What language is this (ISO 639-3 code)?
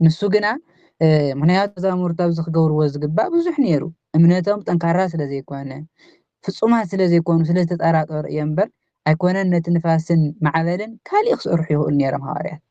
tir